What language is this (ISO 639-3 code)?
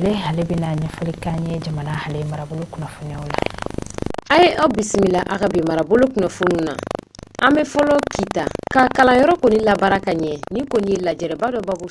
bam